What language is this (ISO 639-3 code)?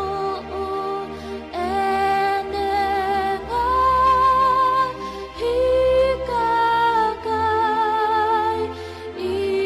ton